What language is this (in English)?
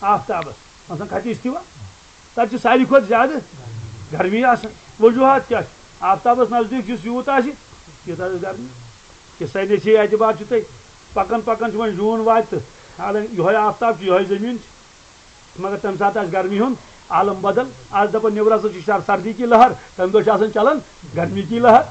Kashmiri